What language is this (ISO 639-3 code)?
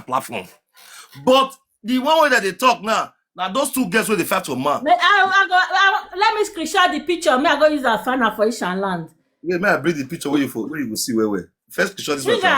pcm